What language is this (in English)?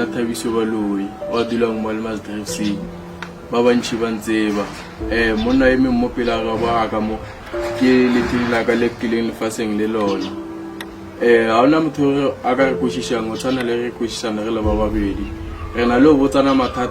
Northern Sotho